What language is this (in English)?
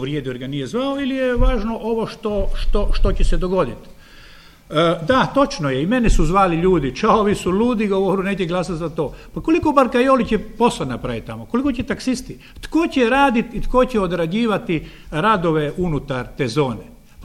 Croatian